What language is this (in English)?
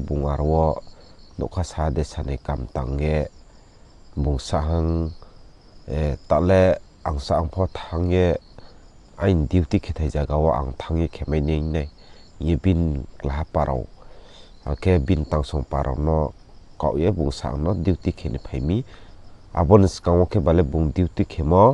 Riang (India)